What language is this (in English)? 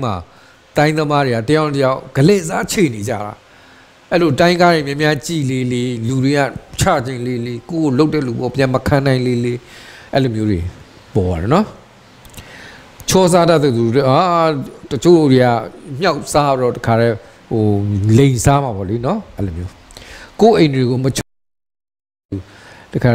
Burmese